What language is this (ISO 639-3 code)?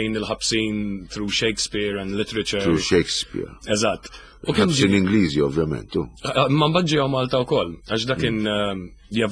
mlt